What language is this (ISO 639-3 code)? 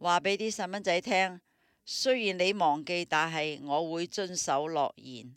yue